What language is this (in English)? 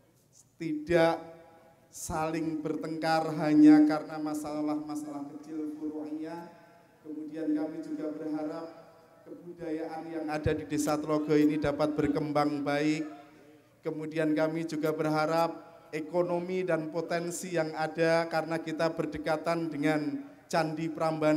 Indonesian